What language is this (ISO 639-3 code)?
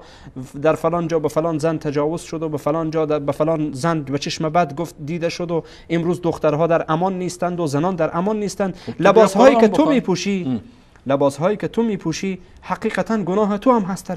fas